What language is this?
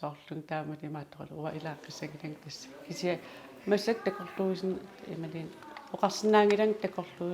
Kalaallisut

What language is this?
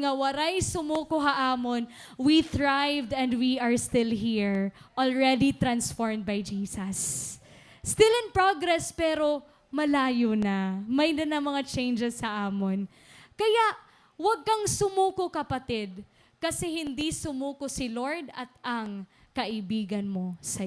Waray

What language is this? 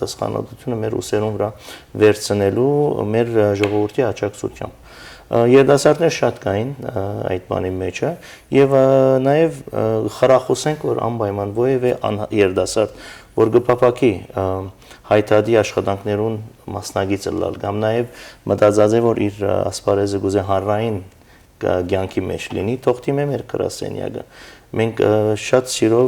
Western Armenian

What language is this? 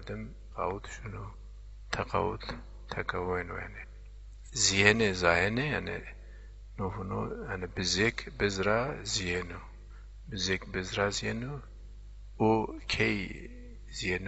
Zaza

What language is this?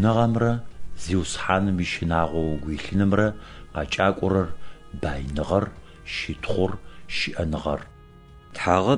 Adyghe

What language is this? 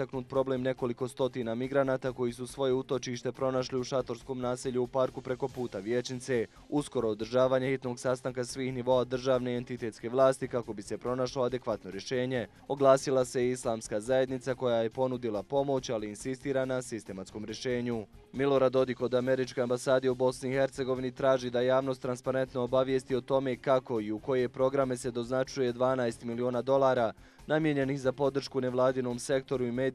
Bosnian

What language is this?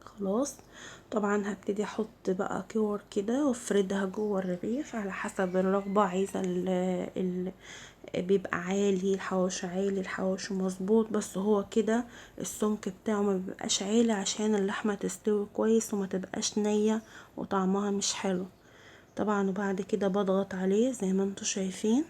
Egyptian Arabic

